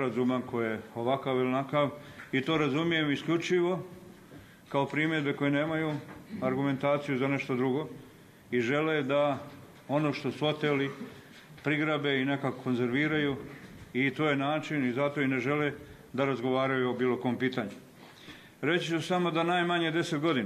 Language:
Bosnian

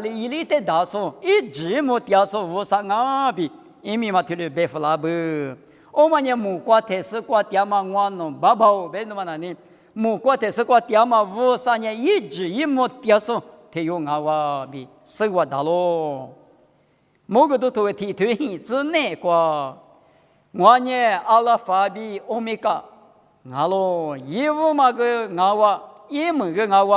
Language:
Lisu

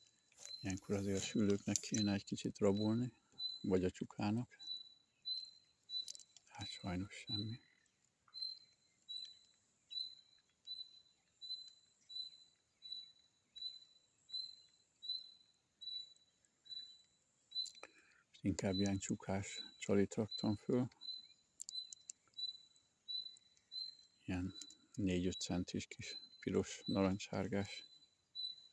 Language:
Hungarian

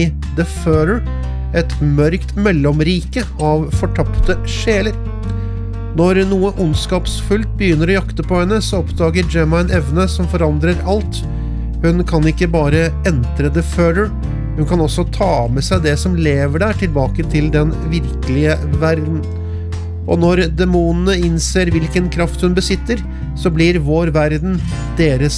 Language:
Norwegian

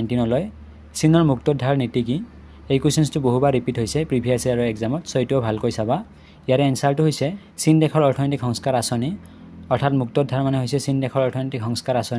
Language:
Assamese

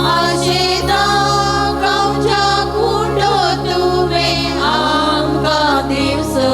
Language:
Konkani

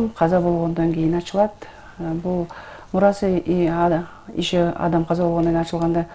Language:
Kyrgyz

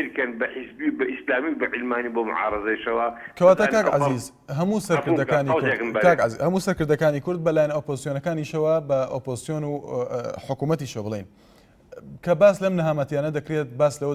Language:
Central Kurdish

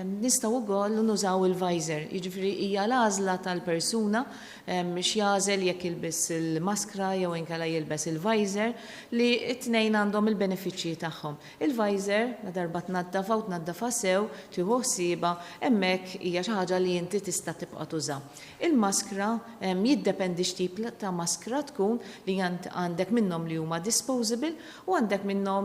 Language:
Maltese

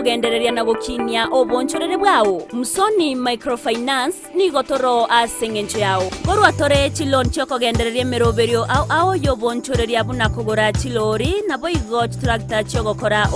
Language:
Gusii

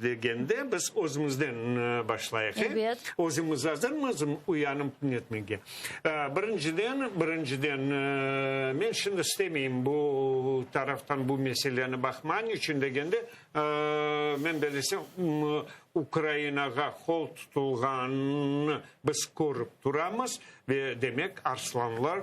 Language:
Crimean Tatar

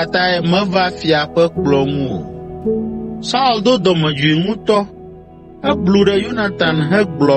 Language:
Ewe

